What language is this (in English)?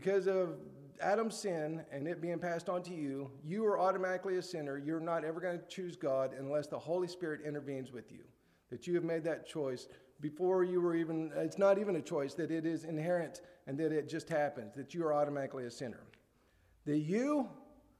English